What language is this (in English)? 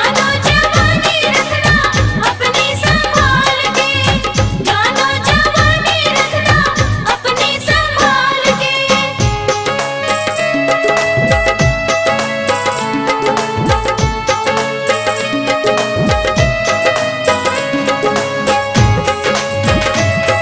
Bhojpuri